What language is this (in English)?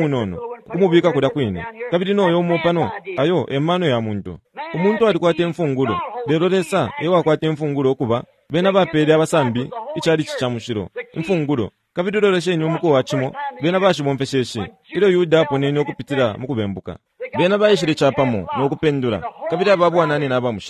Bemba